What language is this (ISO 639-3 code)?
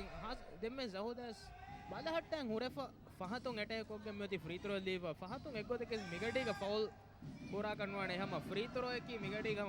div